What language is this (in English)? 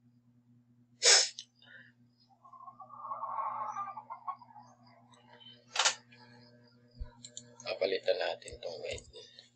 Filipino